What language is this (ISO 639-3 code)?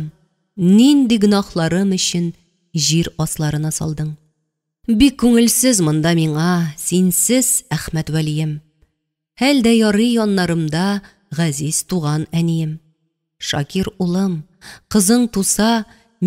tat